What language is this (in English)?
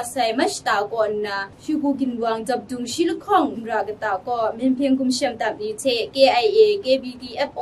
Kachin